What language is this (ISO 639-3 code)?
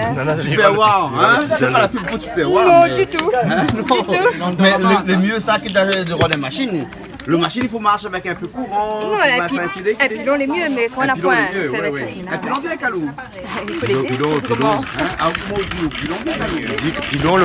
rcf